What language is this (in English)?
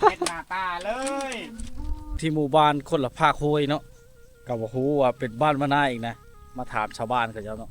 Lao